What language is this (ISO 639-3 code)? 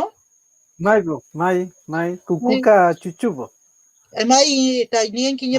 arn